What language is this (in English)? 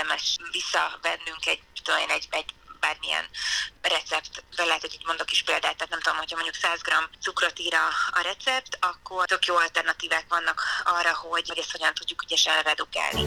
Hungarian